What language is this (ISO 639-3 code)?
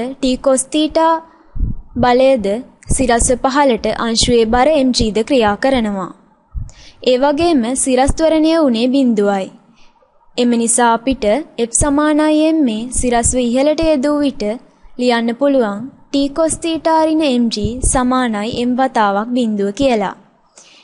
sin